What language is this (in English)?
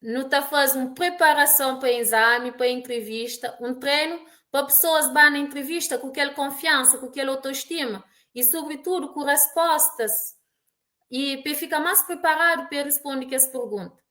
Kabuverdianu